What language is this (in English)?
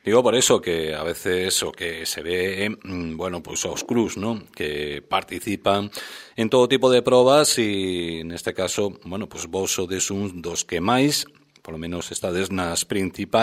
Galician